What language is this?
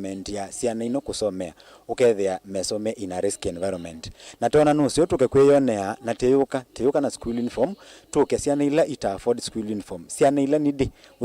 Kamba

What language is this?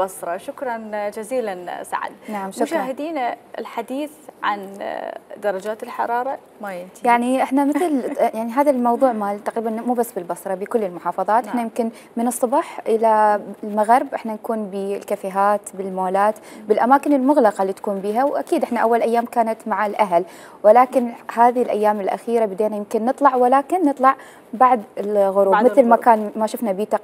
Mesopotamian Arabic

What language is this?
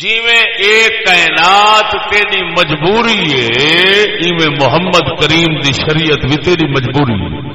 Saraiki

